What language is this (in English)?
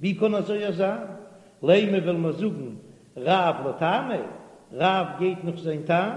Yiddish